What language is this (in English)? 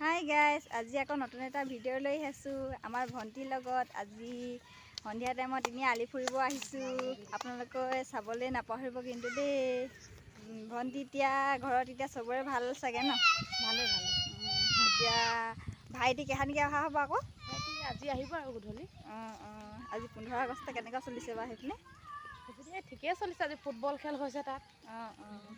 Assamese